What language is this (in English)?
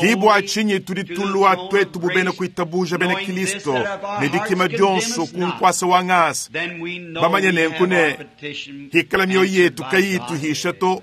Luba-Lulua